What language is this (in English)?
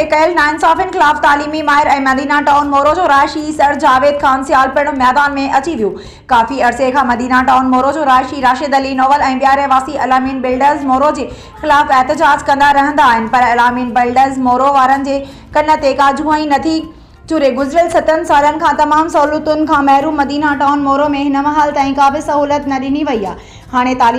Sindhi